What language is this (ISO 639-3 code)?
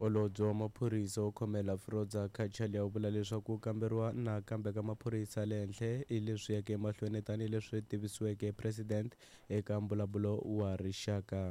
tso